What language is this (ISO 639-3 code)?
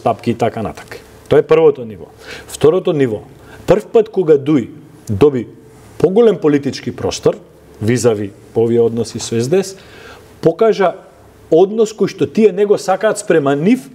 mkd